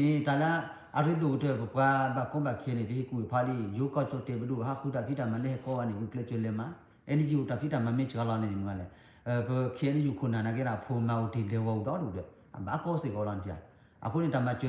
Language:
S'gaw Karen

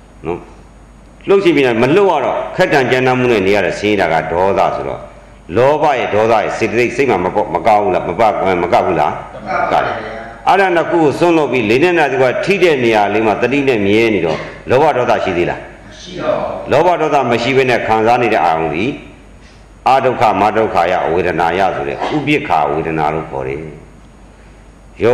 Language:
Burmese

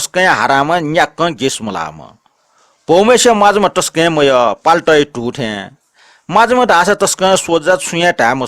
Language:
Newari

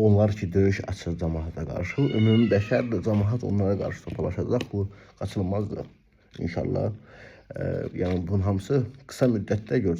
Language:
Azerbaijani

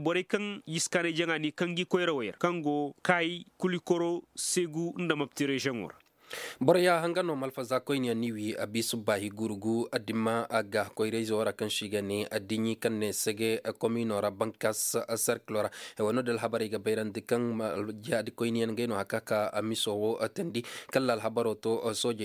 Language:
Koyraboro Senni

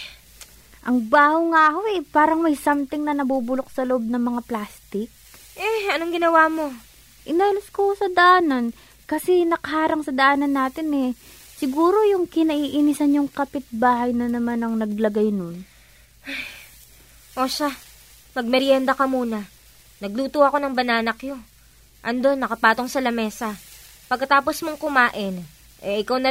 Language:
Filipino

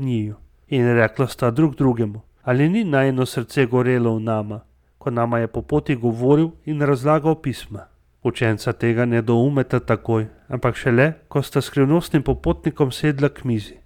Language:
Slovenian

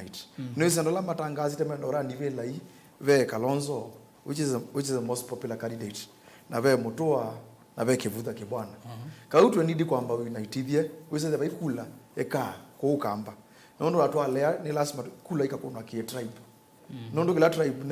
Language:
Kamba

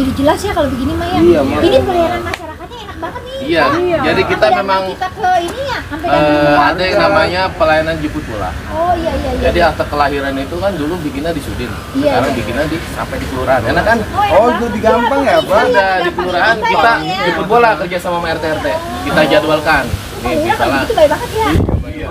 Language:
Betawi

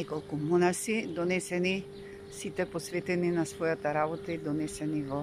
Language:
Macedonian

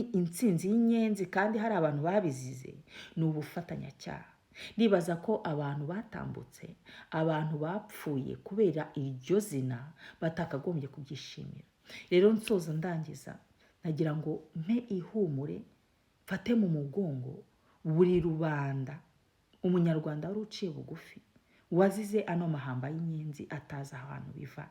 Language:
Kinyarwanda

